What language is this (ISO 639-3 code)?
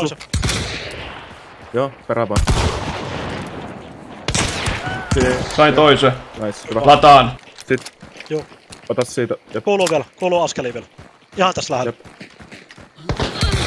fin